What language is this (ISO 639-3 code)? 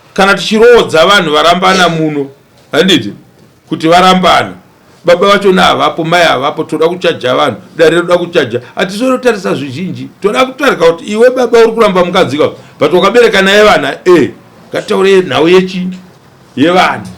sna